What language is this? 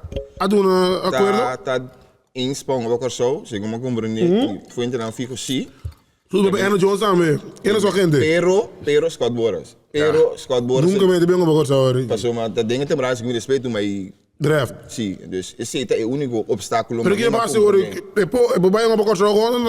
Papiamento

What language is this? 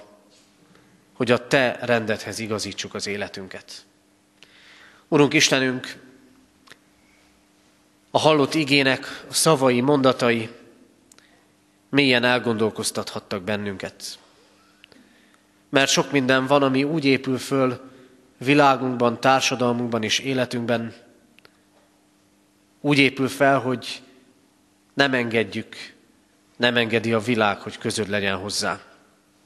Hungarian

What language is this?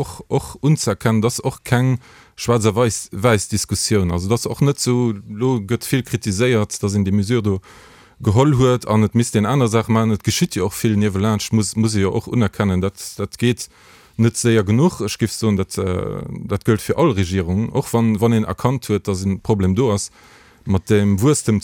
Luxembourgish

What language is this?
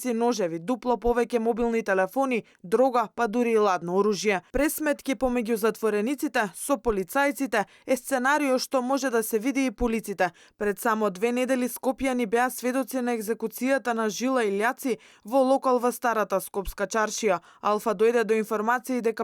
Macedonian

